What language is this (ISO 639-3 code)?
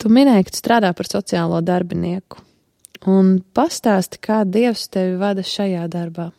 lav